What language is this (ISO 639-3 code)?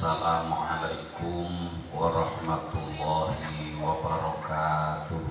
jav